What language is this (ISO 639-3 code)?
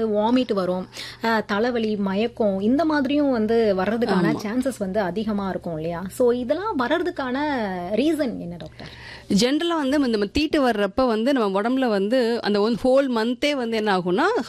tam